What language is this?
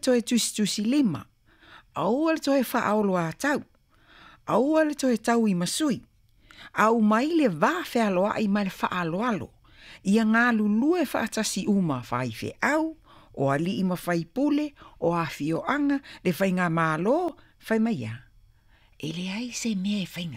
Samoan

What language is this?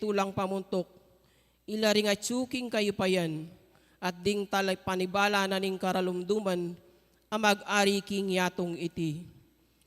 Pampanga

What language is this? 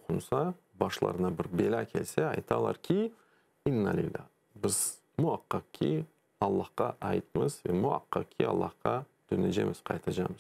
Crimean Tatar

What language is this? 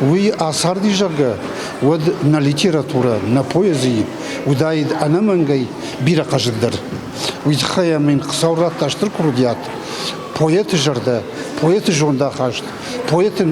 Ossetic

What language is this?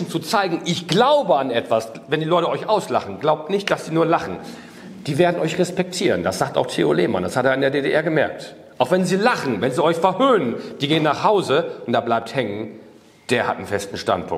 German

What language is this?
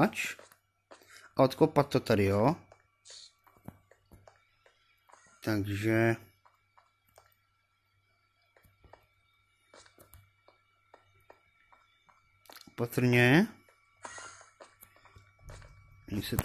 Czech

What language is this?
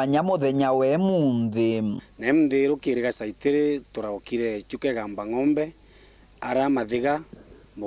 Meru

